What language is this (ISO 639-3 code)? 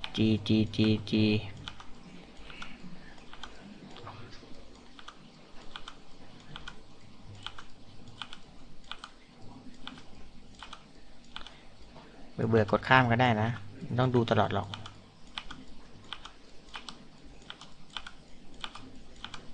tha